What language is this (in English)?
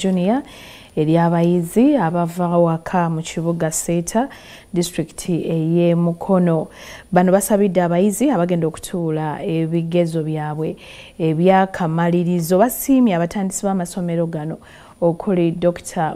Ganda